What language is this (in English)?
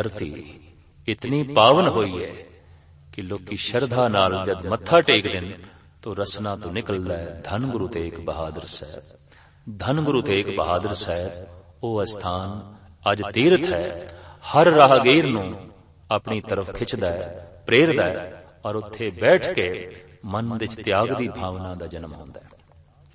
Punjabi